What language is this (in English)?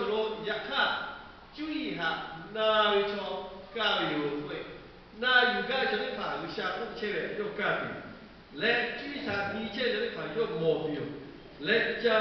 Lahu